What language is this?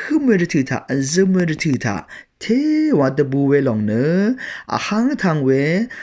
Rawang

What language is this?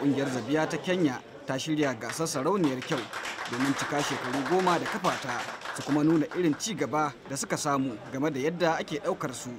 Hausa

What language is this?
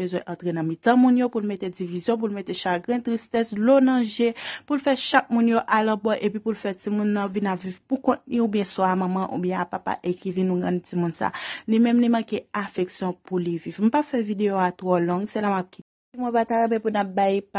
Haitian Creole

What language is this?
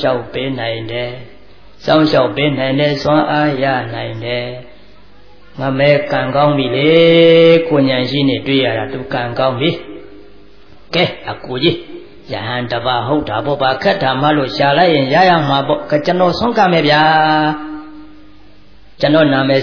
Burmese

